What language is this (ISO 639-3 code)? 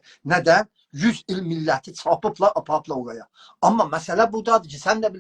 azb